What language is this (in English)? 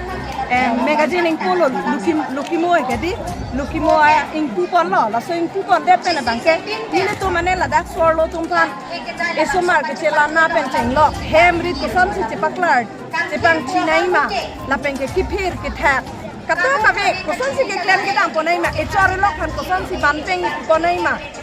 Karbi